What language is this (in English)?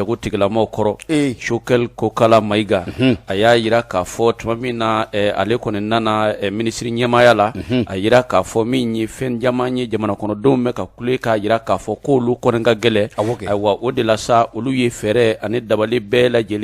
Bambara